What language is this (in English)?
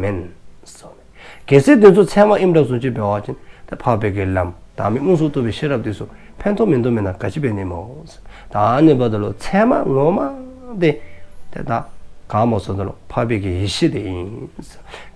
Dzongkha